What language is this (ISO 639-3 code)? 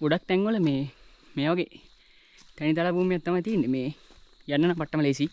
sin